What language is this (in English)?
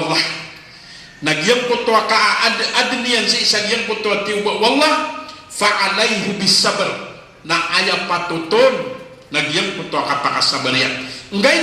Maranao